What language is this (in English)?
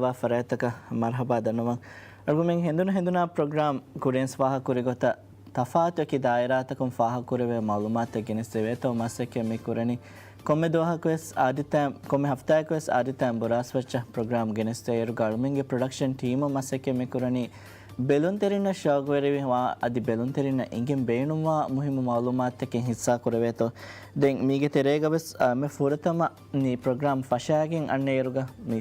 Divehi